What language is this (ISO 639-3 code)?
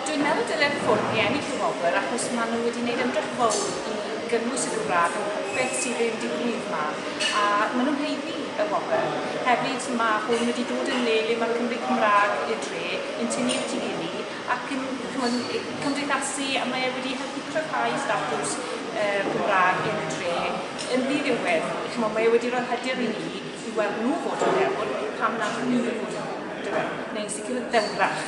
cym